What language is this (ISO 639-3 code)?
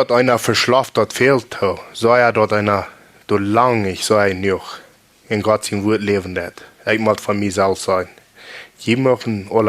pdt